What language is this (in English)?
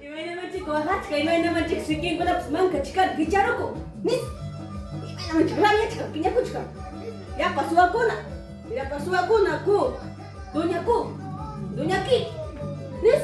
Ayacucho Quechua